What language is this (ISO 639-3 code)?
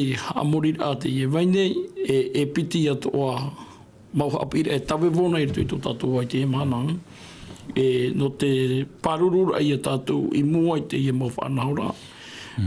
tah